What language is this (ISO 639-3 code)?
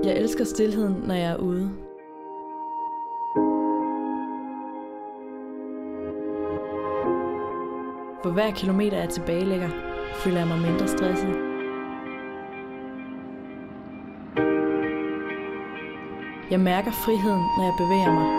dan